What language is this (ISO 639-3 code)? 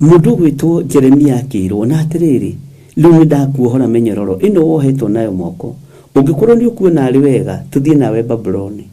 kik